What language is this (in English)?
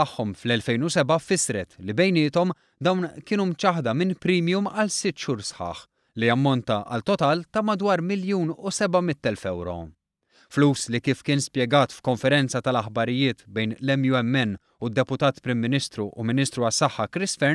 Maltese